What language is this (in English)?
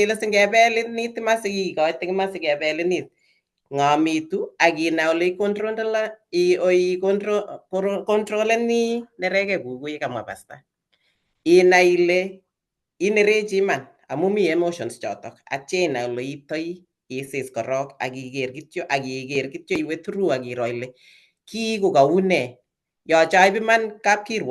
Kalenjin